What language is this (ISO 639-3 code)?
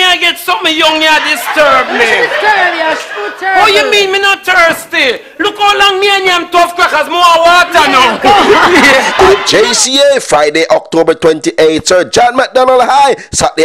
jam